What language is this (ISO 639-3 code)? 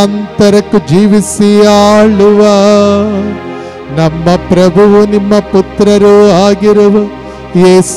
kan